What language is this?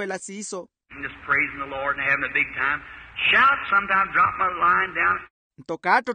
Makhuwa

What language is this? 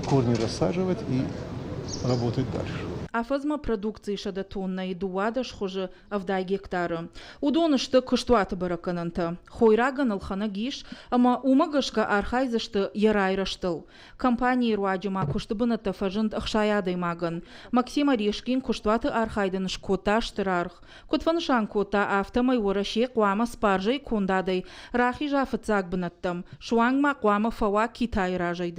Ossetic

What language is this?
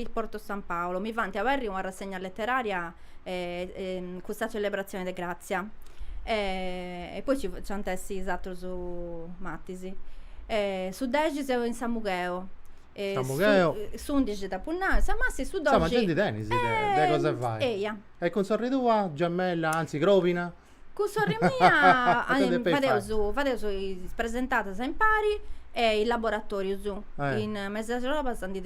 Sardinian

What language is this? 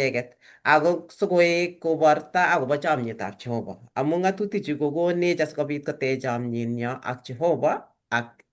Kalenjin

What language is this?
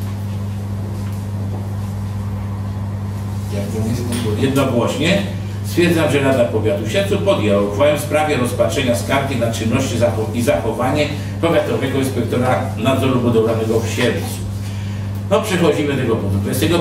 Polish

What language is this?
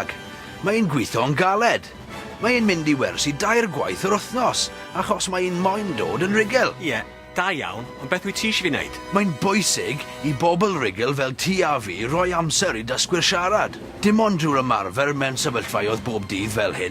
Welsh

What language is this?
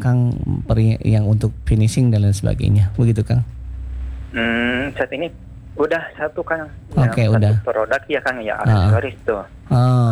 Indonesian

